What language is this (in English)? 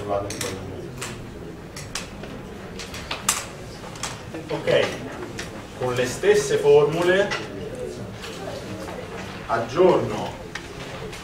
Italian